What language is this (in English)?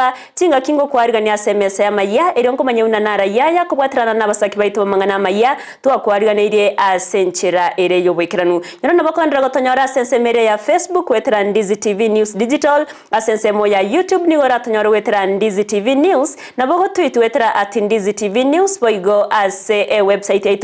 Gusii